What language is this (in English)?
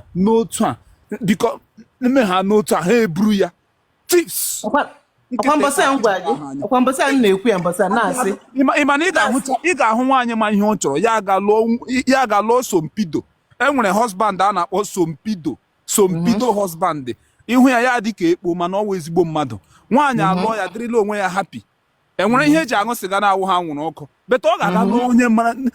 Igbo